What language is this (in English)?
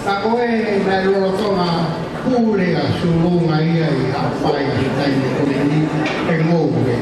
Tongan